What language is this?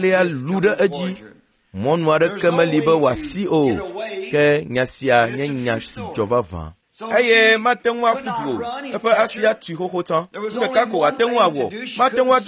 Ewe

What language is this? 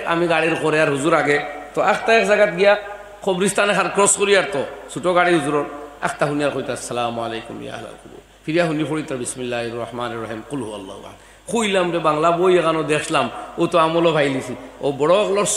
Sylheti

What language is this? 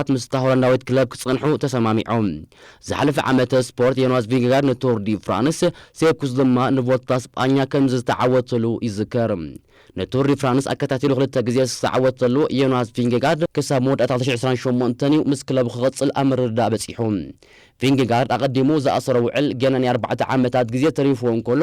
Tigrinya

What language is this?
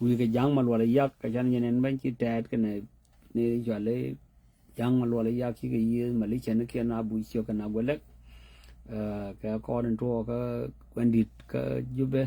Nuer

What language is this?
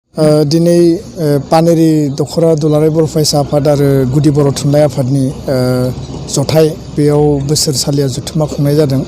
Bodo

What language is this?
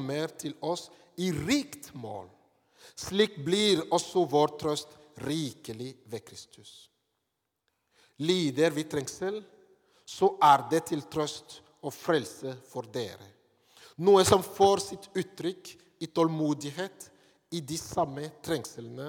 Norwegian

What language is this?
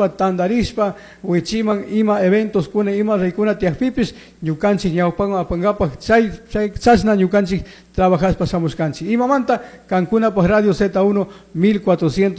Chimborazo Highland Quichua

